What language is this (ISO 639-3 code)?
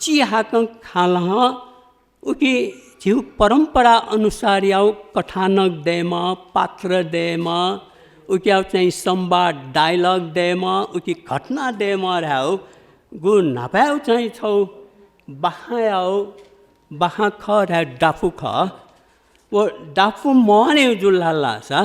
new